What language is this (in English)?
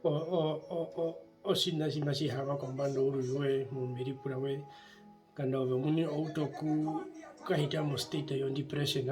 Herero